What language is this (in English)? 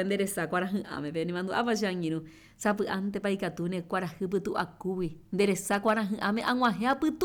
Guarani